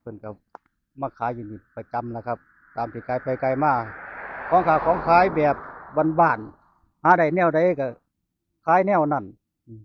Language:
Northeastern Thai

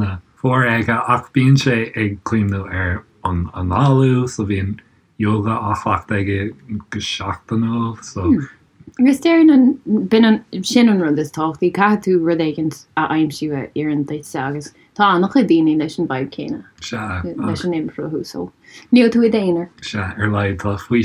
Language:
Irish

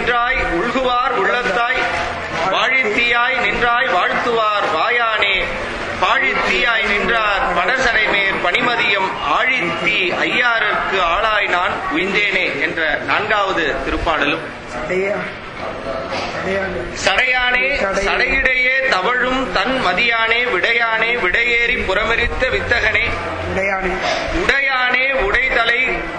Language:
Tamil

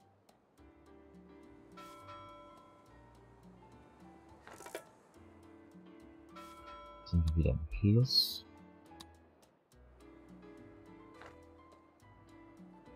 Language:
German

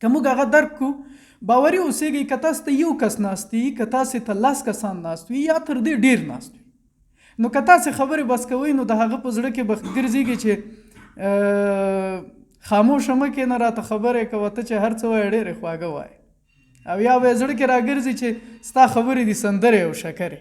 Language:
Pashto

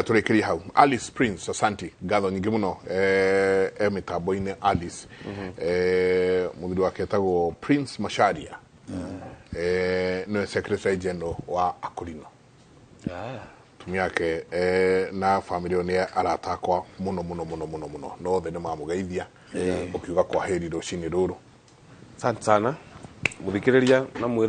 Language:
Kikuyu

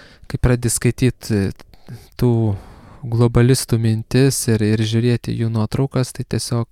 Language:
Lithuanian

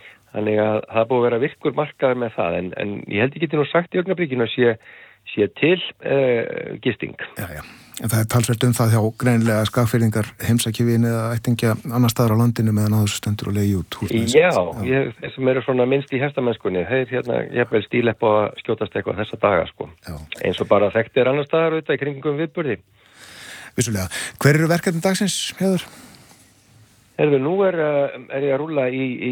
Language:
Icelandic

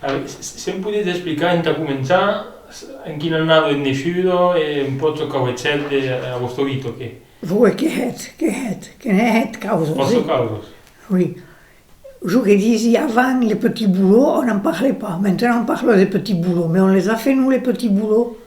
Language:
Occitan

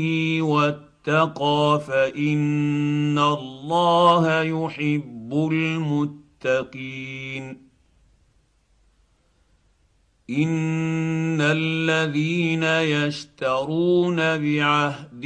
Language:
Arabic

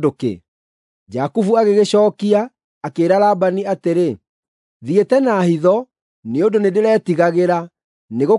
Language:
Kikuyu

